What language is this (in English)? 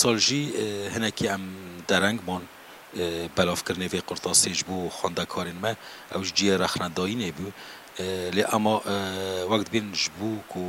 Kurdish